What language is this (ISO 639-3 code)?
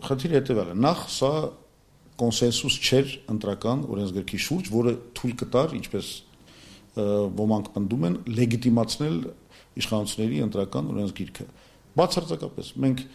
hye